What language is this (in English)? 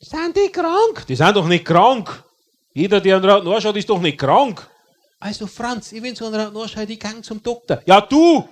Bavarian